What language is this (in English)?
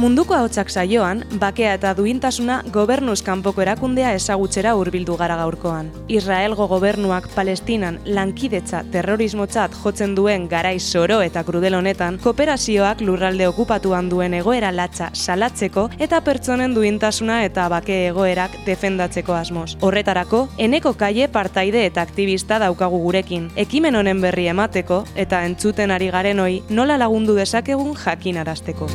Basque